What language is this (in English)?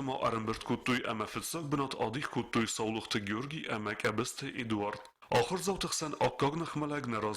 Ossetic